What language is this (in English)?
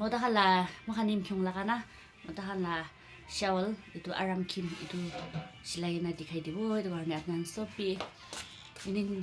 Naga Pidgin